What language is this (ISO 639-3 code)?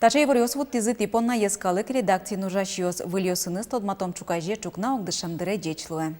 udm